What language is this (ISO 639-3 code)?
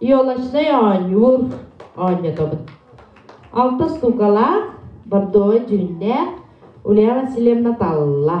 sah